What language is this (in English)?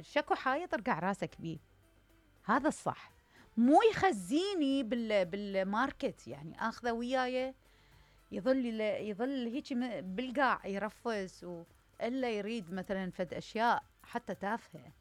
Mesopotamian Arabic